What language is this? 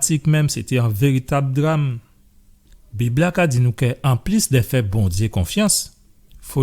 Guadeloupean Creole French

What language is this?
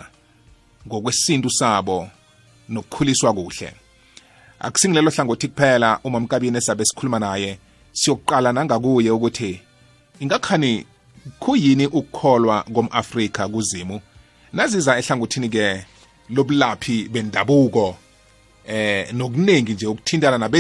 South Ndebele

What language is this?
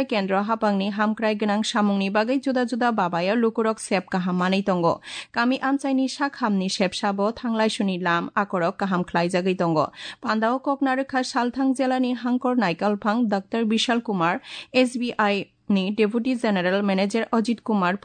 Kok Borok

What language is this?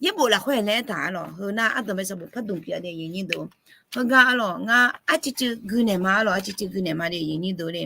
Akha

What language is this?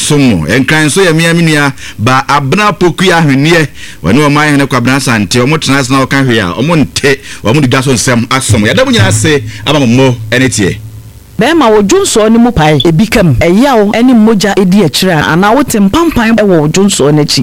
Akan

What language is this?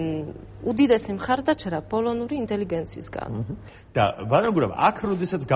Georgian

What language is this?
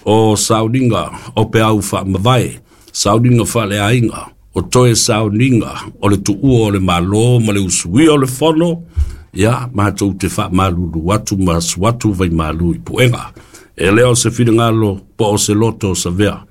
Samoan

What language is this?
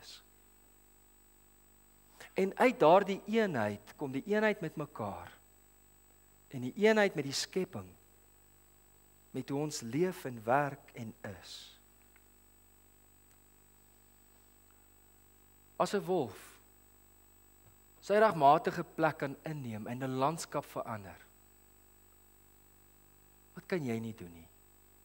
Afrikaans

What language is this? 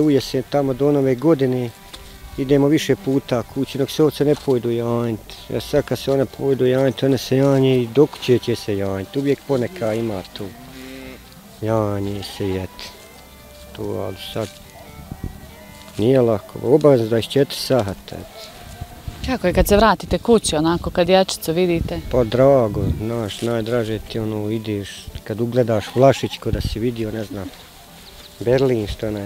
Bosnian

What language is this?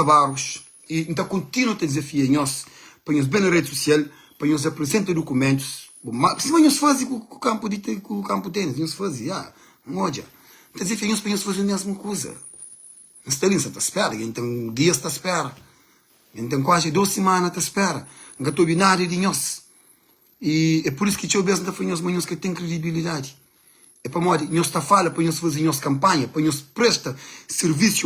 Kabuverdianu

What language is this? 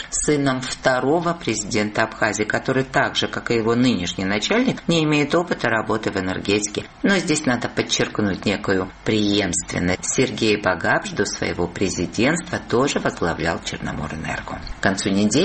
Russian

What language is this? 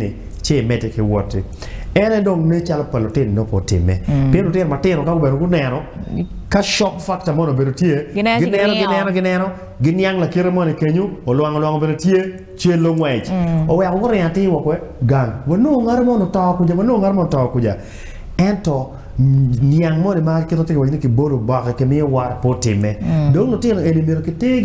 Acoli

